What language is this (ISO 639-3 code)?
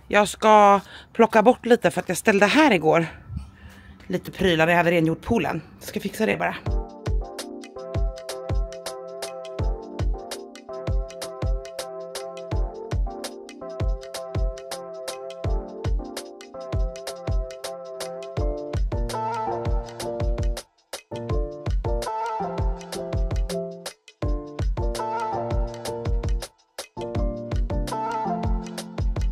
swe